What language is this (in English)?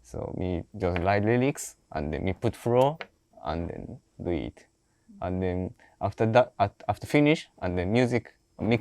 Jamaican Creole English